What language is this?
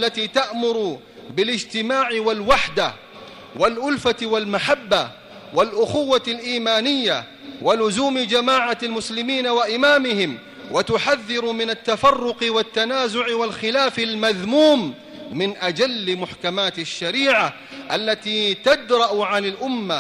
Arabic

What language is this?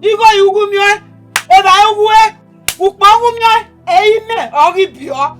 Bini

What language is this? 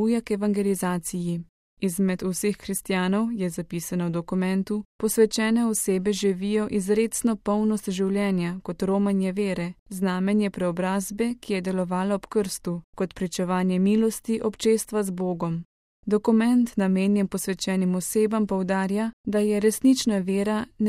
Slovenian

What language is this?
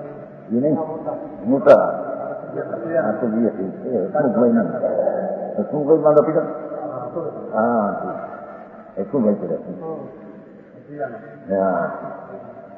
Gujarati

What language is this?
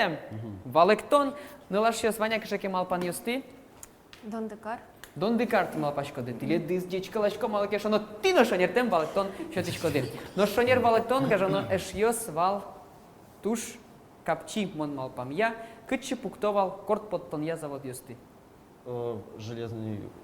Udmurt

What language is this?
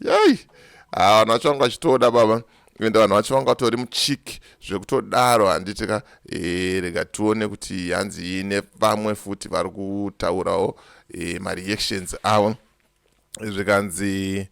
Shona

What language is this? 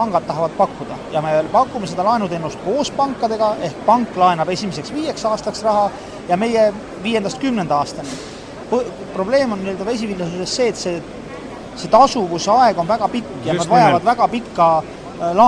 Estonian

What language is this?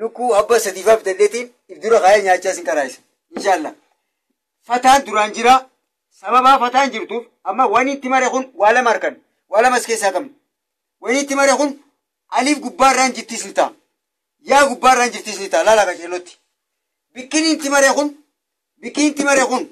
Oromo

